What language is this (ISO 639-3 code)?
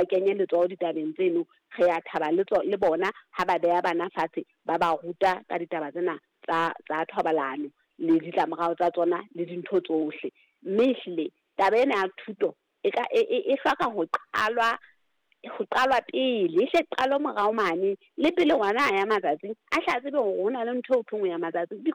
sot